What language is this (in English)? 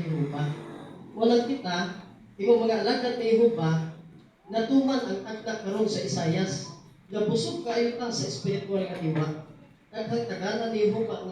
Cebuano